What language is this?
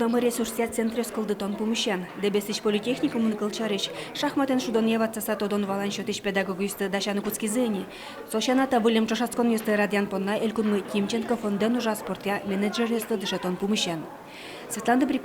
Udmurt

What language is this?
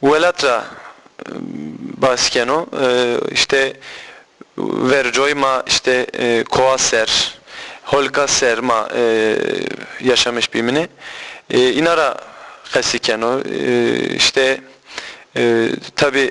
Zaza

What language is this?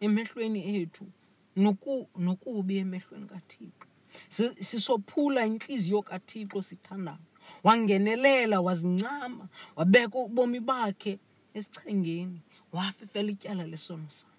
Xhosa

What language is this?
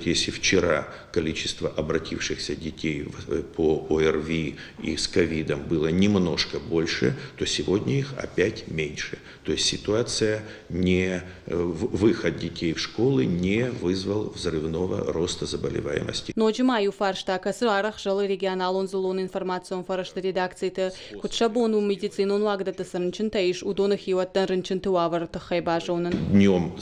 Ossetic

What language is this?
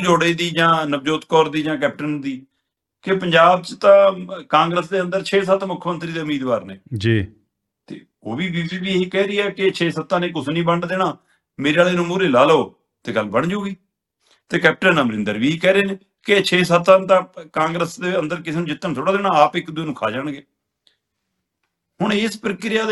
Punjabi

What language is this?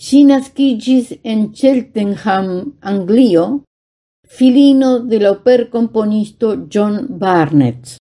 Esperanto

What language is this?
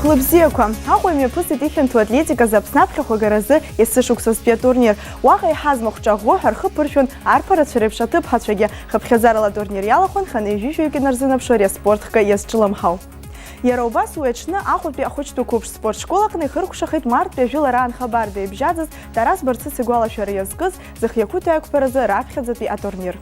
Abkhazian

